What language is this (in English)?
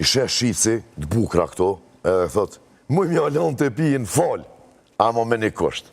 Albanian